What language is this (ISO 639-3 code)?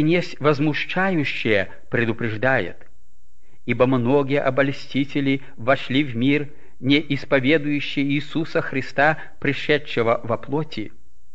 rus